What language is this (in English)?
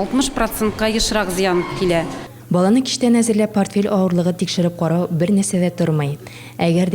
Tatar